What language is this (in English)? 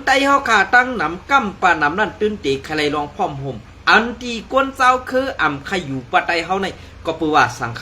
Shan